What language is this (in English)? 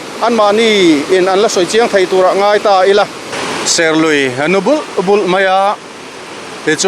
Mizo